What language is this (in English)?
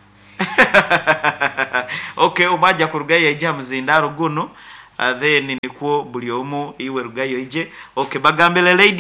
Nyoro